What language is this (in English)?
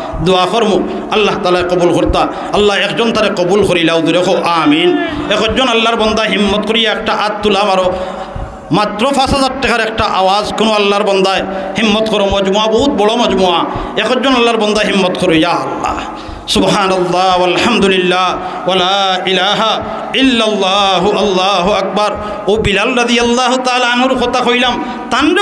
Sylheti